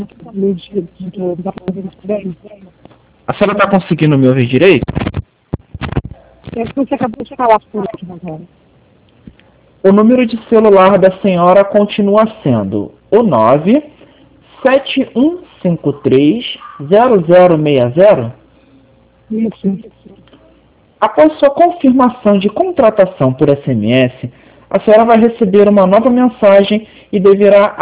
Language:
Portuguese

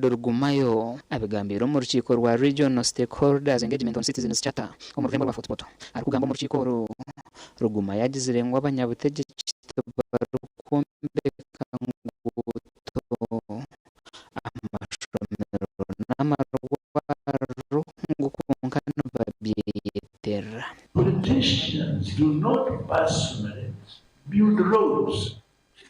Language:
Nyankole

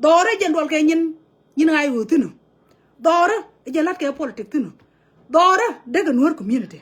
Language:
Nuer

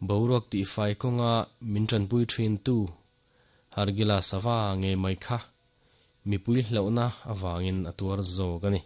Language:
Mizo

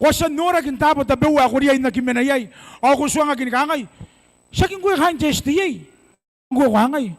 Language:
Gilbertese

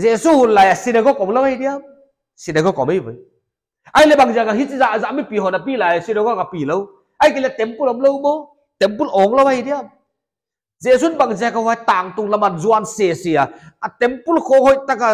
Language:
Paite Chin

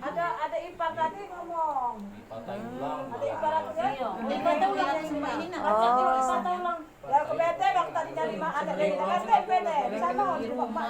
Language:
Musi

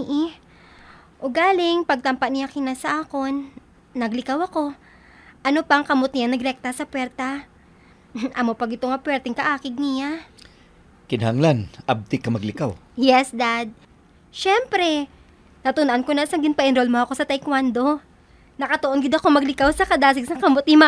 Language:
Hiligaynon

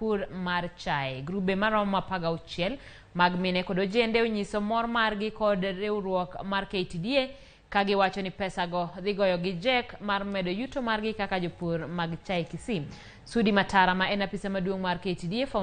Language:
Luo (Kenya and Tanzania)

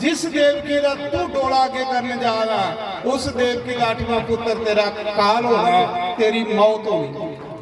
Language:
Dogri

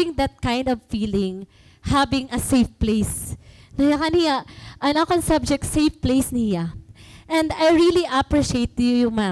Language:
Waray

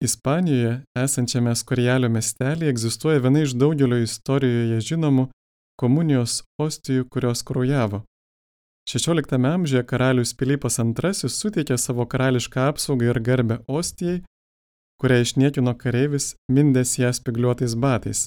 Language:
Lithuanian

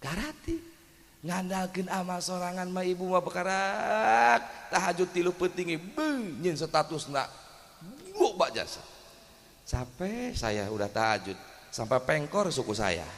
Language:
Sundanese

